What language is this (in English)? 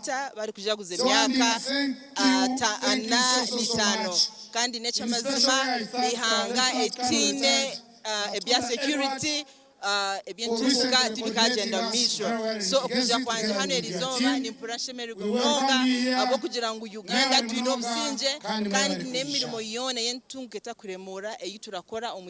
Nyankole